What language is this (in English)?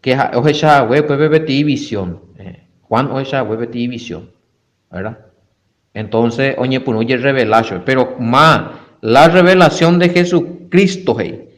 Guarani